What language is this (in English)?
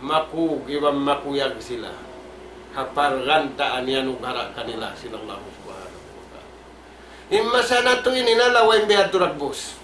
Tausug